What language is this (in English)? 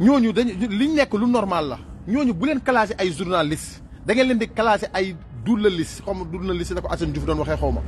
Wolof